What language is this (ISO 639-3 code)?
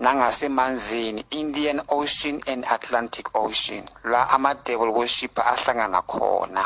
zul